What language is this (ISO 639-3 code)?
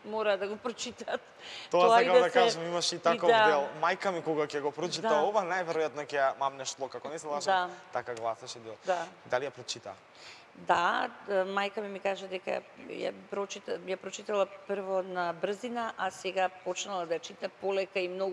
mkd